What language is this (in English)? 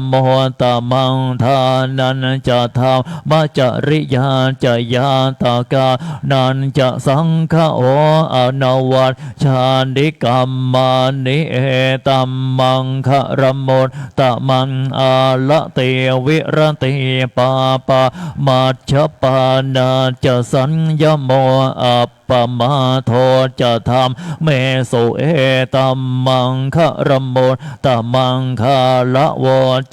Pali